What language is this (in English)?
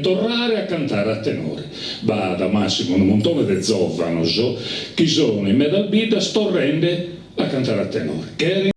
Sardinian